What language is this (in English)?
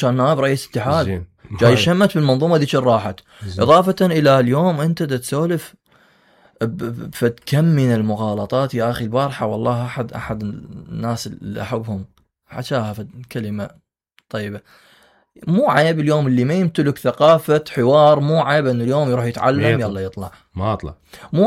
Mesopotamian Arabic